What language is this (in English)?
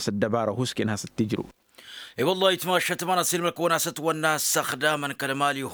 Tamasheq